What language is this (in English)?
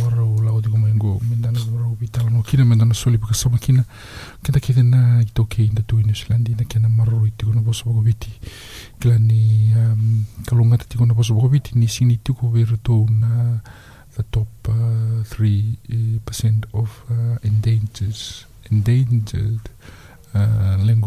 Fijian